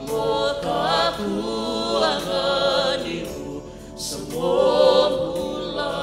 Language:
Fijian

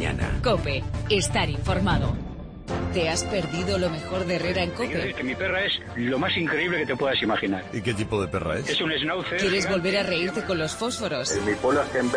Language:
Spanish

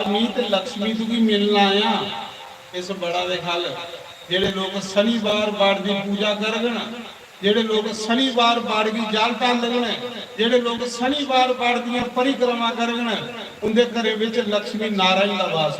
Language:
Dogri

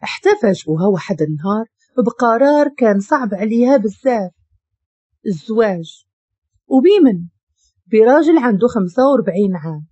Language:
Moroccan Arabic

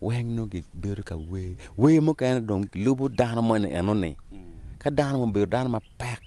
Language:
Acoli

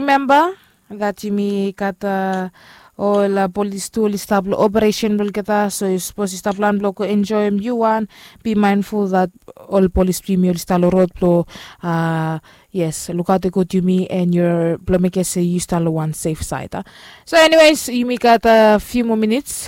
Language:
Bislama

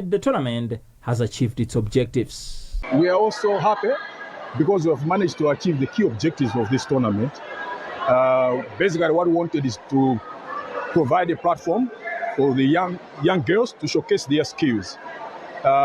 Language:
English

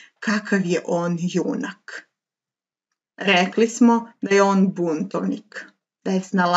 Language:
Serbian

